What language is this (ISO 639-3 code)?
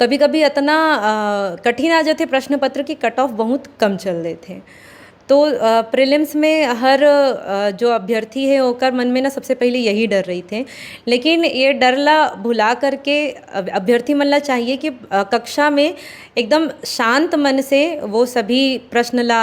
hne